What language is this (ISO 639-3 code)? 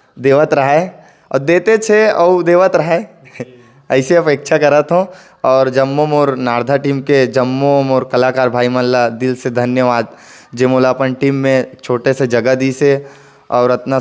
hne